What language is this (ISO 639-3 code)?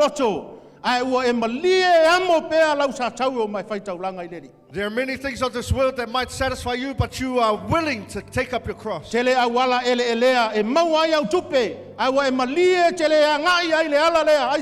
smo